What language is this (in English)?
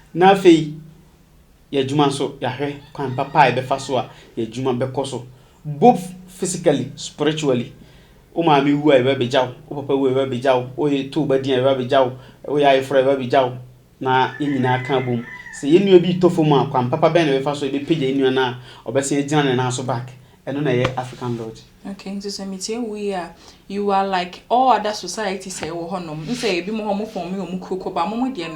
Akan